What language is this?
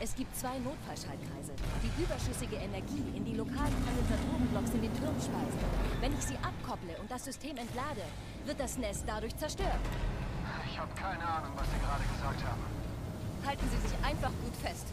Bavarian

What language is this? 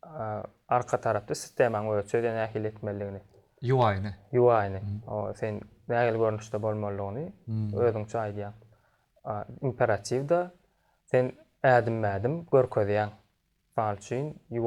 Turkmen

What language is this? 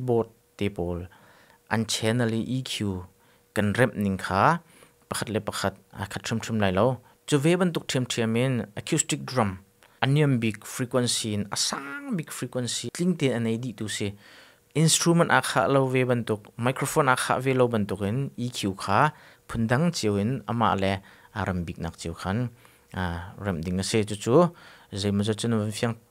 Hakha Chin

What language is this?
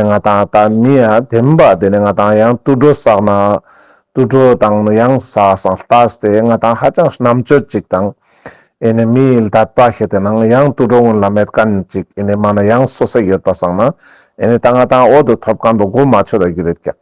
Ladakhi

